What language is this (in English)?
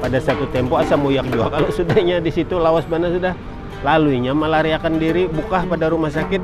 Banjar